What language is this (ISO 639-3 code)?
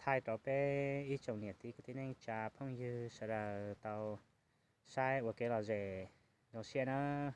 hmn